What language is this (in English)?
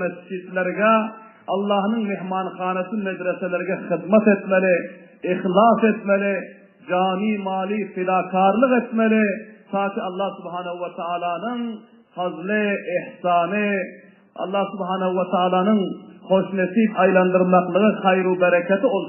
Turkmen